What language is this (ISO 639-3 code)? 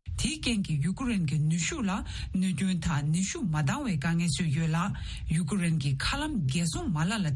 bod